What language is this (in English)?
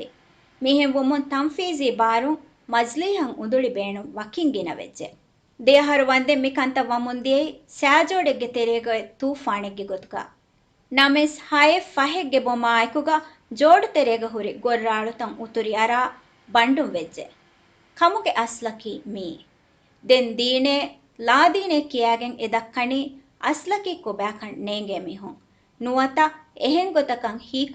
Divehi